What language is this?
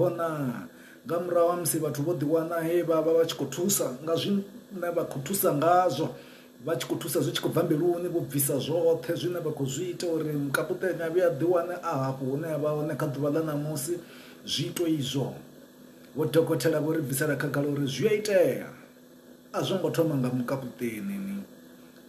Venda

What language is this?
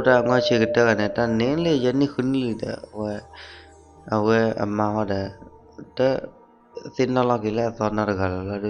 S'gaw Karen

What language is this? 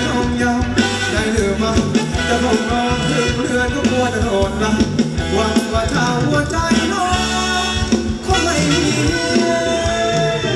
Thai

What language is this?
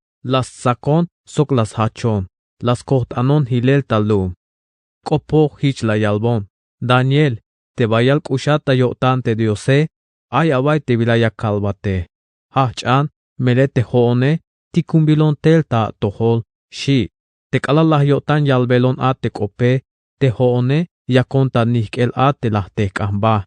Tzeltal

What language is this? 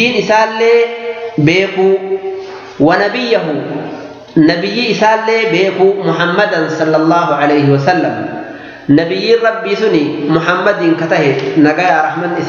Oromo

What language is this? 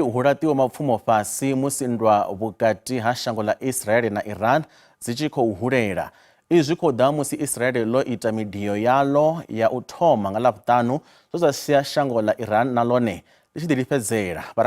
Venda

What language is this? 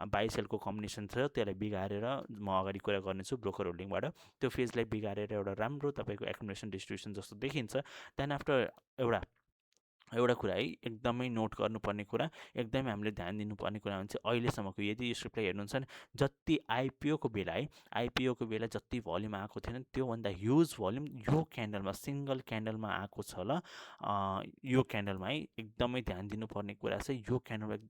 Nepali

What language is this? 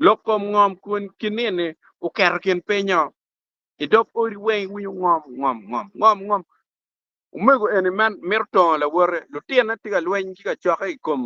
Acoli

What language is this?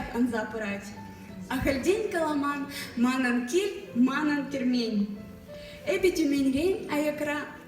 Chuvash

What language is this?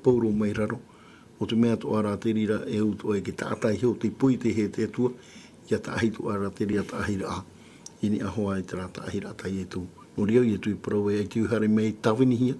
Tahitian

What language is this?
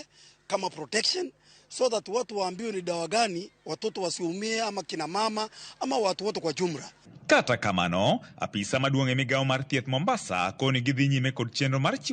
Luo (Kenya and Tanzania)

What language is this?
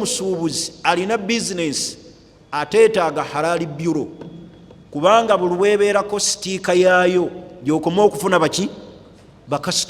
Ganda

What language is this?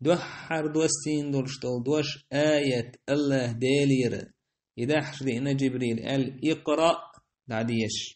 Chechen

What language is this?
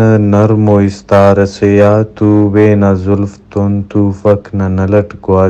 Brahui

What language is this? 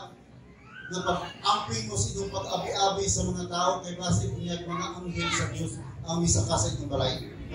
Cebuano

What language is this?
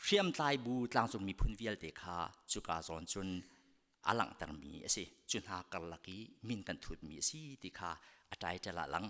Hakha Chin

